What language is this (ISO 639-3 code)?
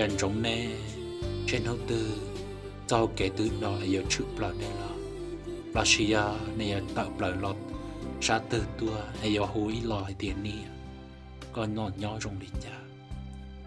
hmn